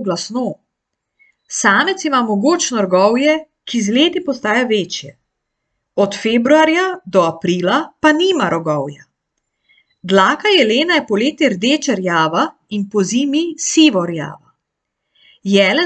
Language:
Slovenian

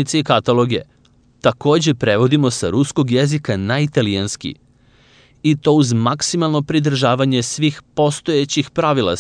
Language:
Serbian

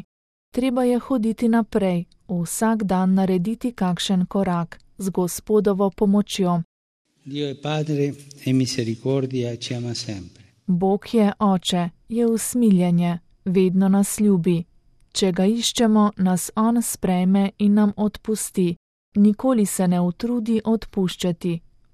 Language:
Slovenian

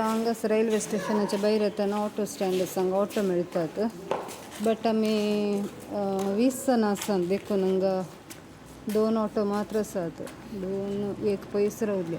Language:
Konkani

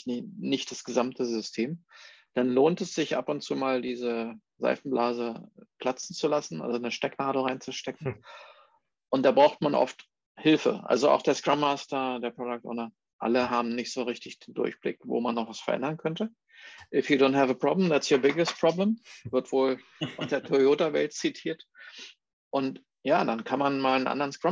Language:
German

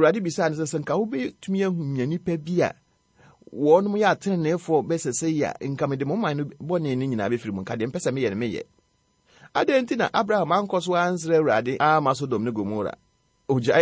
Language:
Akan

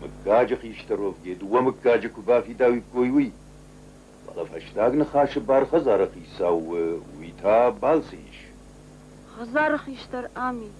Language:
Ossetic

